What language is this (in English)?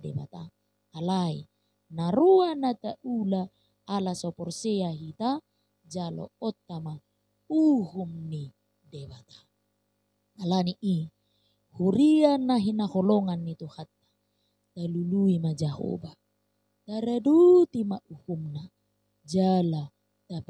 Batak Toba